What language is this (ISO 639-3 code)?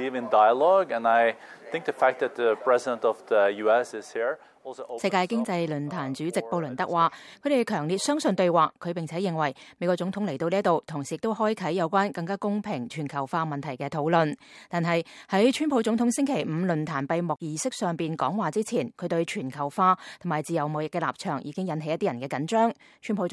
yue